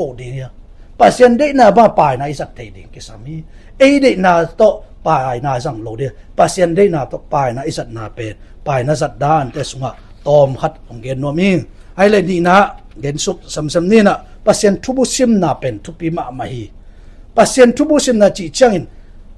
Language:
Tedim Chin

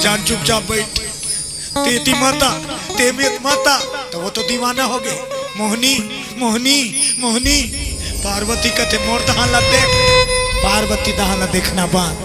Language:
Chhattisgarhi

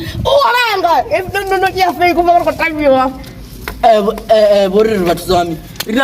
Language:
Venda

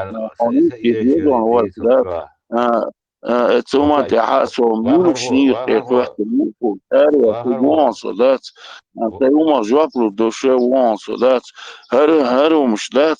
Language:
Chechen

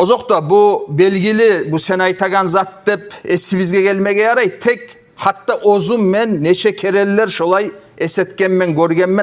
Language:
Kumyk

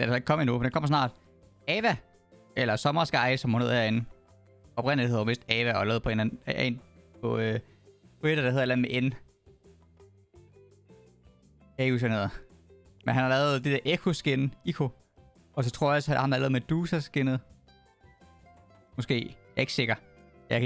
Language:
Danish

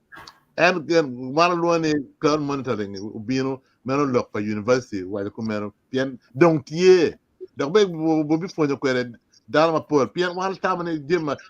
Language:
Acoli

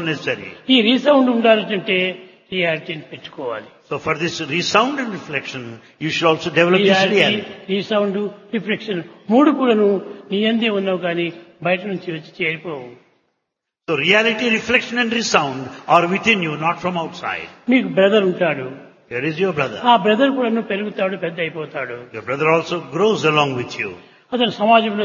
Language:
Telugu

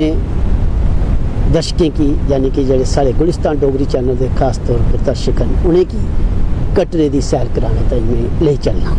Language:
Dogri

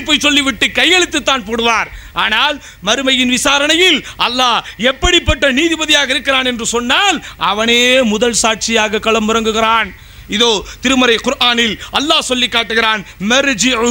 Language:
Tamil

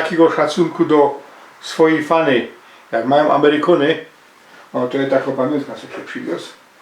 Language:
Silesian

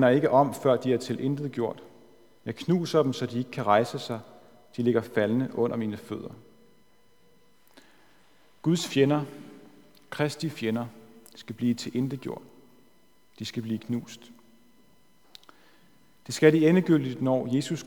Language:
Danish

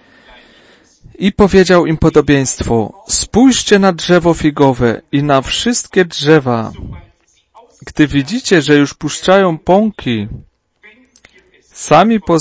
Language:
Polish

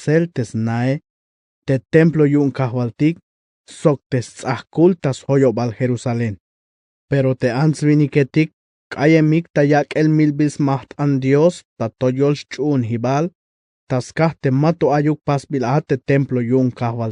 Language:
Tzeltal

